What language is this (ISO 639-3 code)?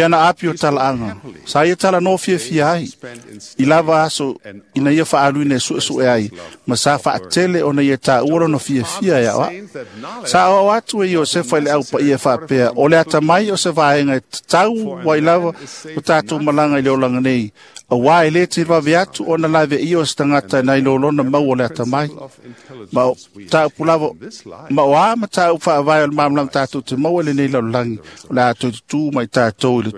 smo